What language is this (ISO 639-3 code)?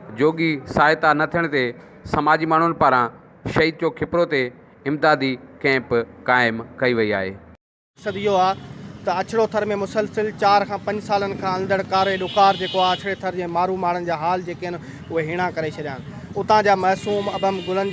snd